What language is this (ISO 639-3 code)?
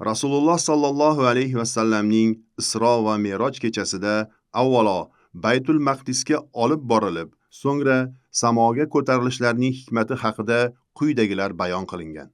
uzb